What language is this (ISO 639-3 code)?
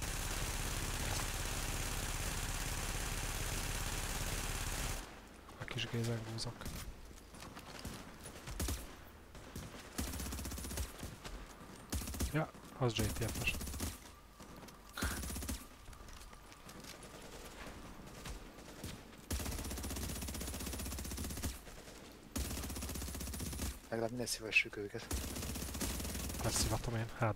hun